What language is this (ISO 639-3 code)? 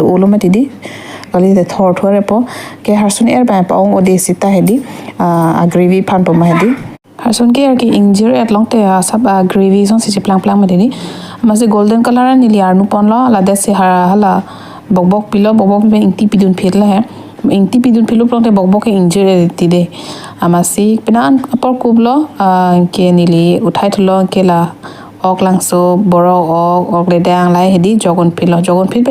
mjw